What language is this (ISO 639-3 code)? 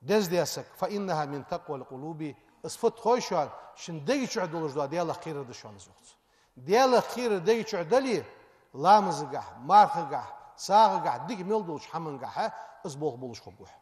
inh